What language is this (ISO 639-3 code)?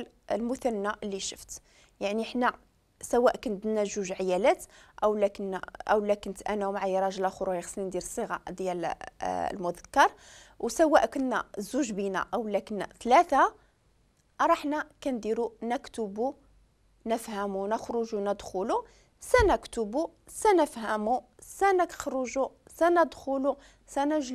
ary